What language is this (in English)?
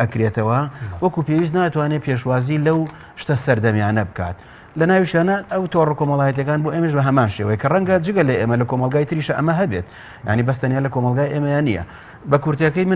Central Kurdish